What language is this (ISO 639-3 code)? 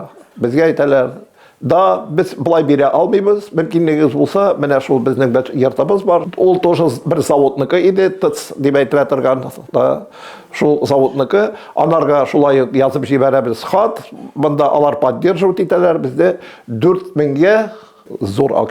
tat